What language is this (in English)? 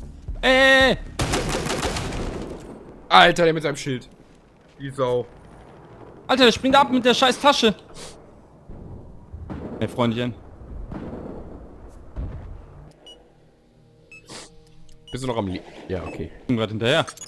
German